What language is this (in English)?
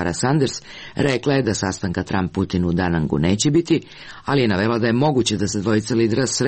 Serbian